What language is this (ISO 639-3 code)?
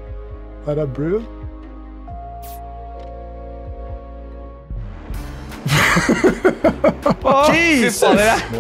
nor